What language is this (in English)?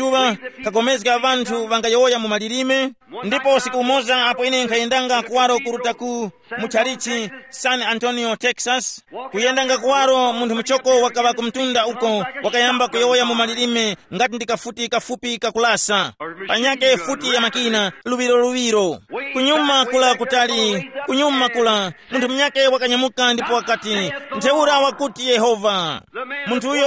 Tumbuka